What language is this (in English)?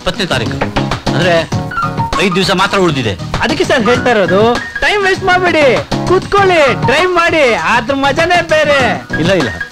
Kannada